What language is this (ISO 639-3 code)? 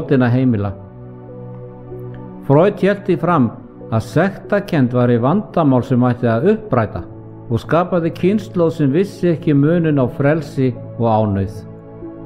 isl